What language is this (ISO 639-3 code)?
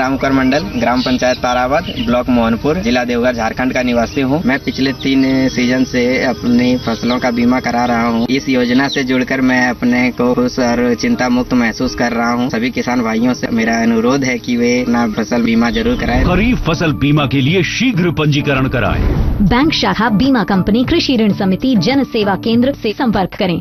hin